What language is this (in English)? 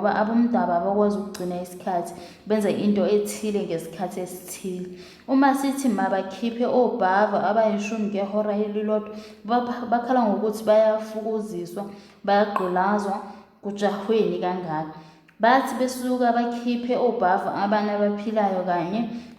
Zulu